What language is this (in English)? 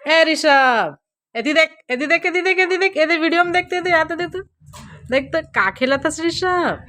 Chhattisgarhi